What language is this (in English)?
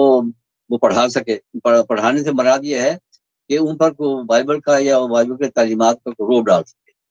Urdu